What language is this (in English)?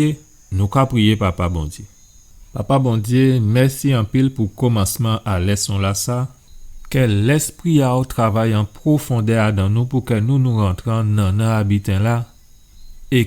Guadeloupean Creole French